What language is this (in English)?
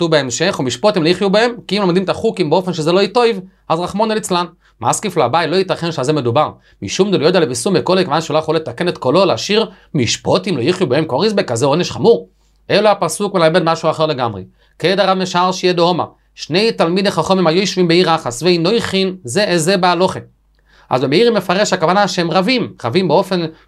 Hebrew